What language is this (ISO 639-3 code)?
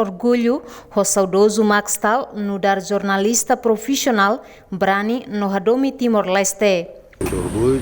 tet